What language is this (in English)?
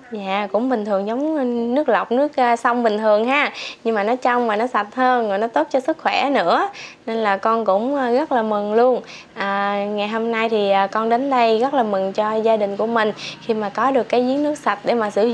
Vietnamese